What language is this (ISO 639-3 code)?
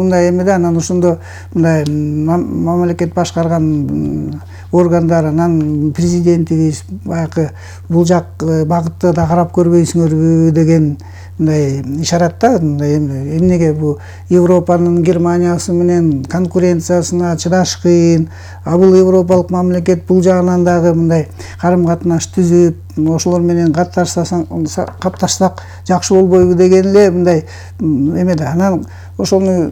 kir